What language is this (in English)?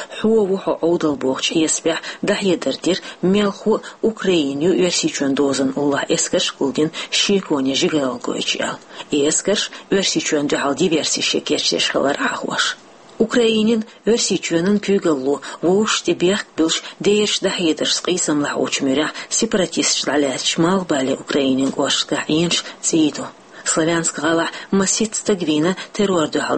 Chechen